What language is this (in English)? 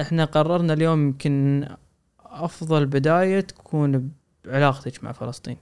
Gulf Arabic